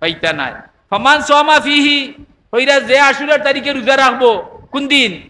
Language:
Sylheti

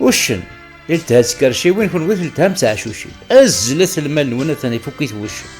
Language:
Kabyle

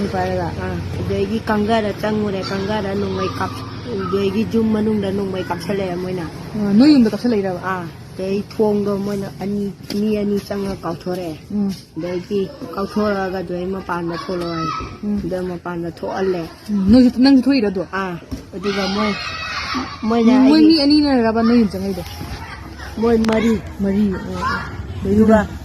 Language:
Manipuri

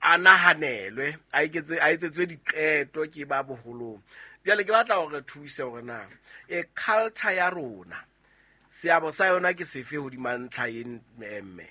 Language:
Southern Sotho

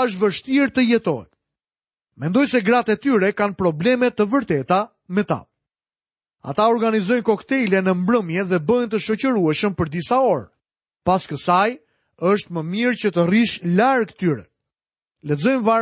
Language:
Albanian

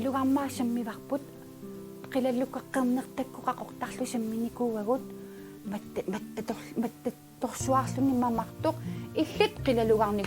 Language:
Kalaallisut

